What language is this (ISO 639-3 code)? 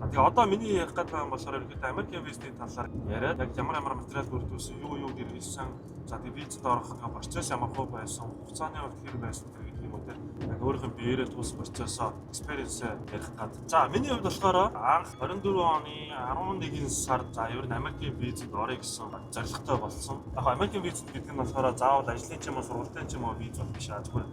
mon